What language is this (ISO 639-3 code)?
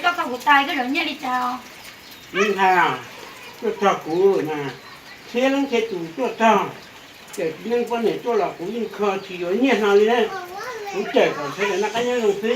hmn